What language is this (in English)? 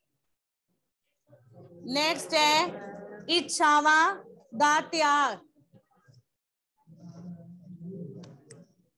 Punjabi